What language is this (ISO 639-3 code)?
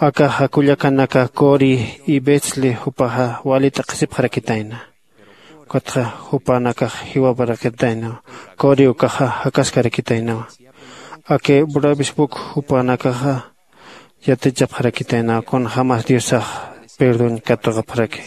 aym